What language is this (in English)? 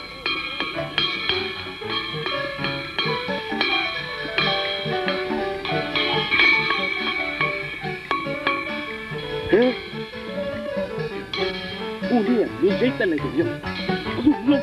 Burmese